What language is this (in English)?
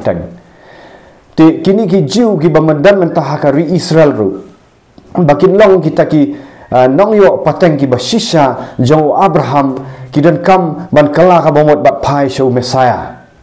Khasi